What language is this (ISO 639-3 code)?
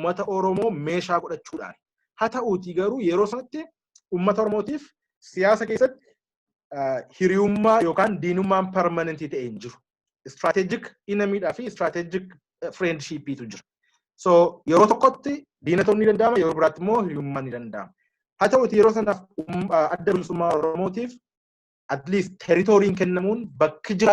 orm